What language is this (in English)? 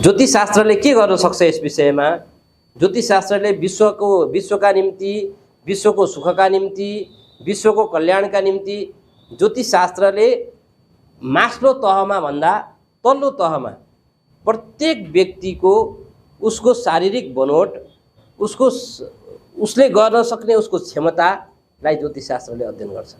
Nepali